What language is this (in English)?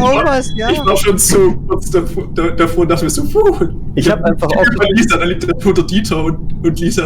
Swiss German